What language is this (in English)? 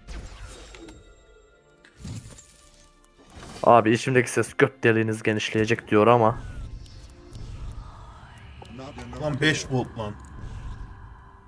Turkish